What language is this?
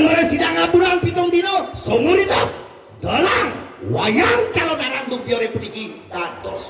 Balinese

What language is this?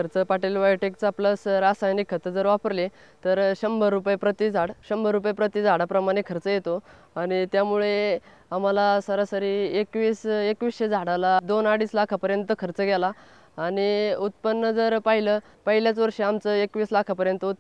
Marathi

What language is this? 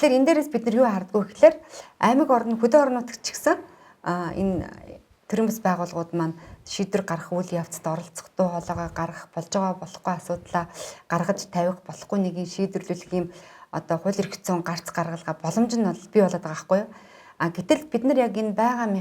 Mongolian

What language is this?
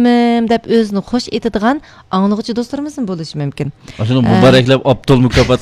Uyghur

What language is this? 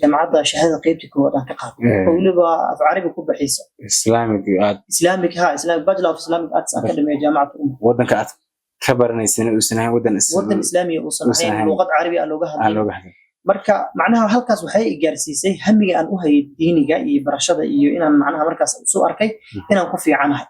Somali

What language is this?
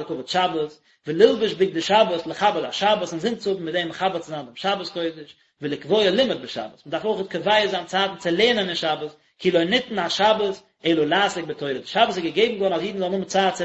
Yiddish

